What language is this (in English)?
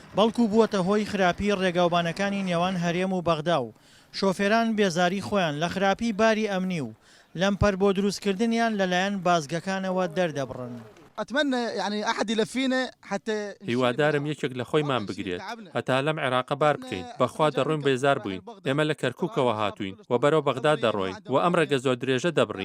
Central Kurdish